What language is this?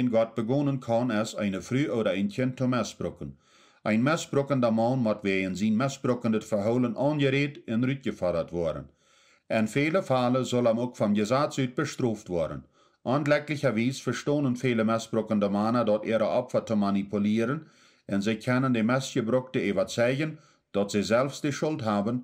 Plautdietsch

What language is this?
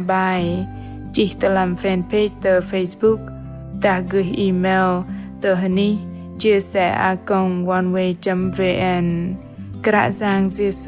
Bahnar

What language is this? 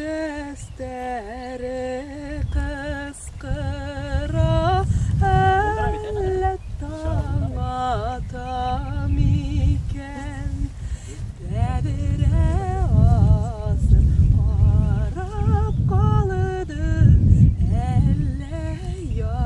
Bashkir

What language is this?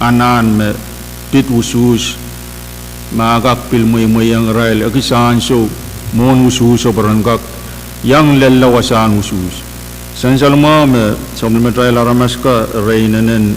Pohnpeian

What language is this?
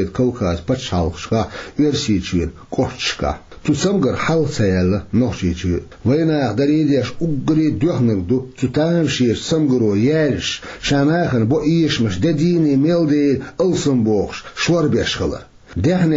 Chechen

